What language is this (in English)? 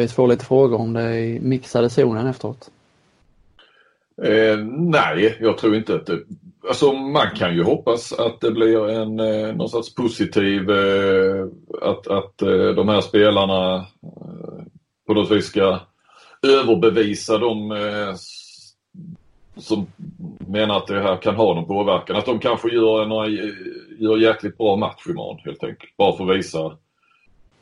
Swedish